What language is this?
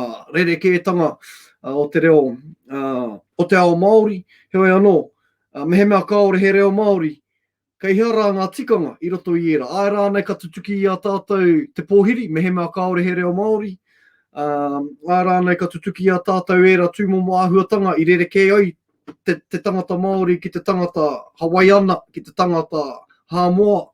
Māori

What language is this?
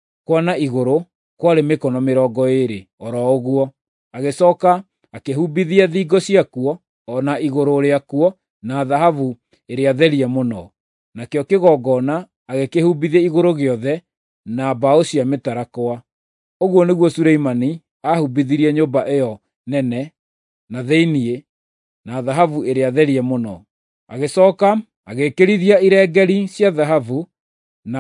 Kikuyu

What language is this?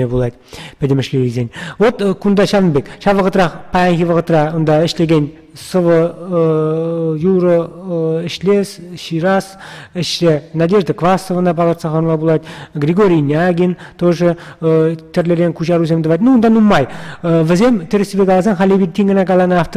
Chuvash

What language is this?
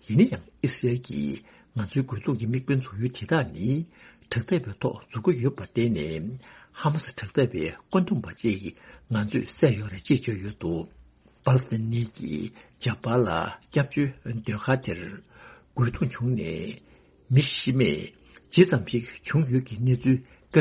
Tibetan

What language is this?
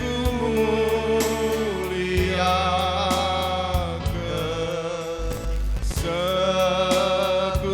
Batak Karo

